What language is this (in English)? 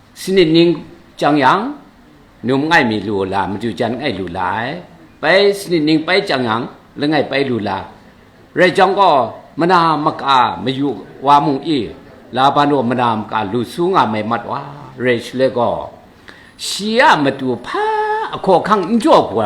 Kachin